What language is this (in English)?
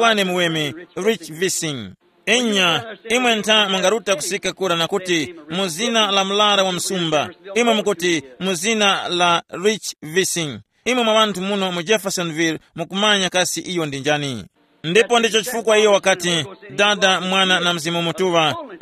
Tumbuka